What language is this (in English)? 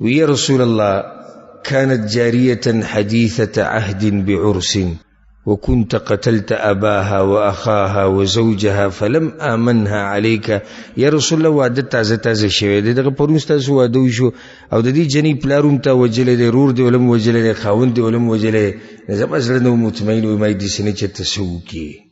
Pashto